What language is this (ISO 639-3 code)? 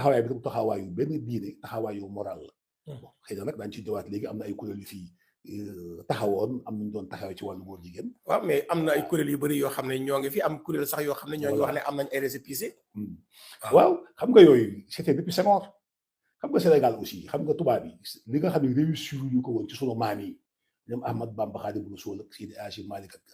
wol